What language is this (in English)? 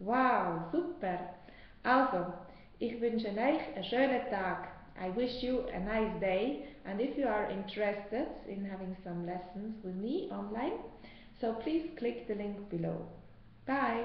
Swiss German